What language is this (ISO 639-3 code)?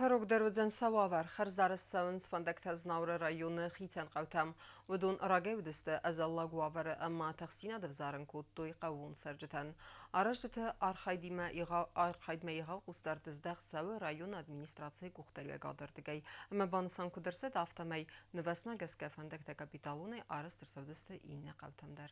oss